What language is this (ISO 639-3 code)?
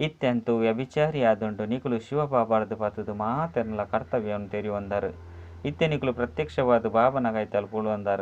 tcy